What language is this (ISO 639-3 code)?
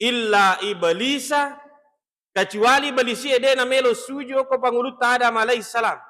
bug